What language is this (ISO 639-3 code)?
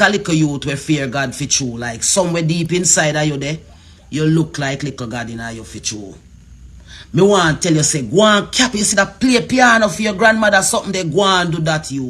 jam